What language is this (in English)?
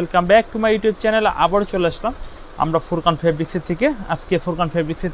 Bangla